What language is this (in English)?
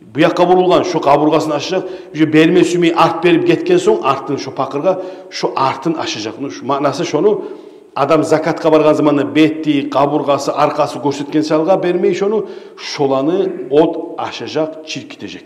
Kumyk